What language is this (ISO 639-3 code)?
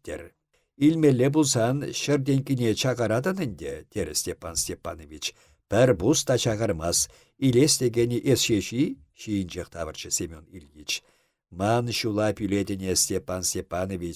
chv